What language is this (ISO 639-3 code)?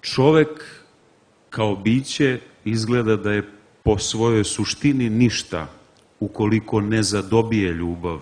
srp